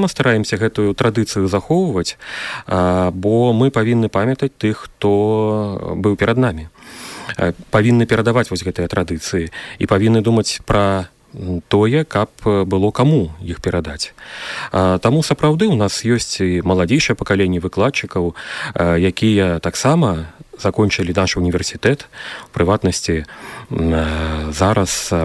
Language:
Belarusian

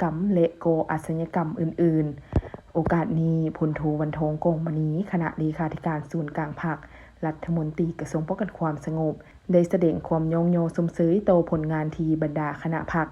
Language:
Lao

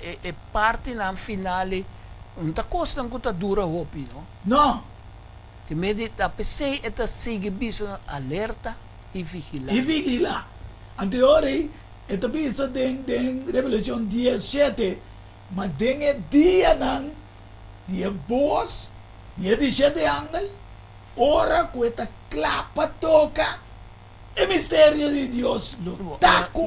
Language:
Papiamento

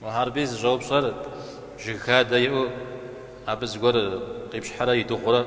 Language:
Kabardian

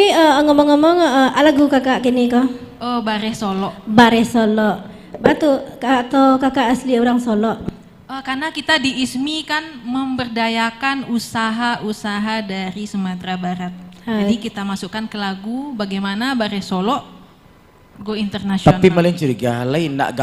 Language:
Minangkabau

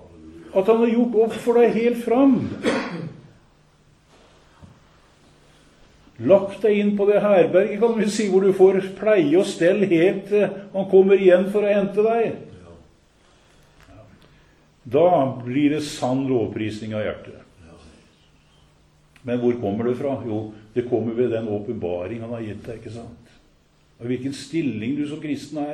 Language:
Norwegian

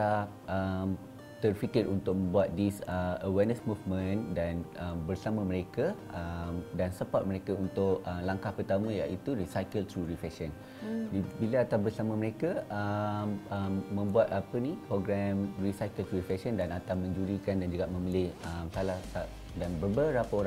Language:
Malay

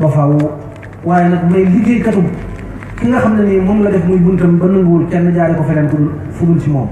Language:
Wolof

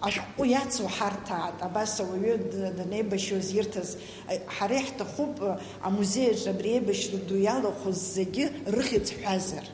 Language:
Abkhazian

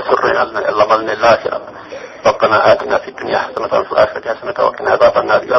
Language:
Pular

